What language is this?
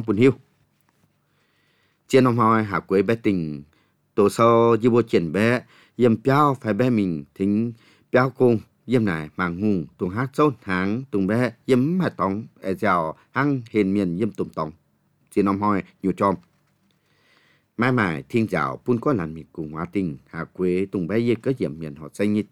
Vietnamese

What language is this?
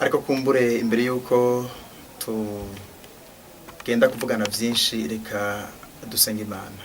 Rundi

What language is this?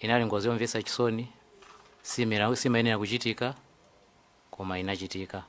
Nyanja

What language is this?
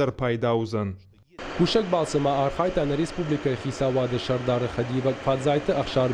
Ossetic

